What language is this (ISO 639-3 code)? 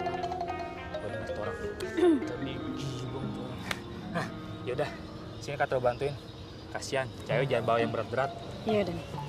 bew